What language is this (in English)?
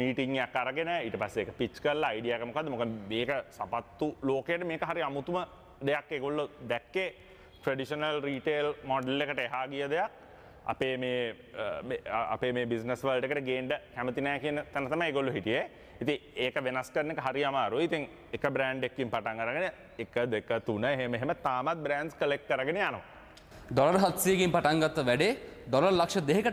Sinhala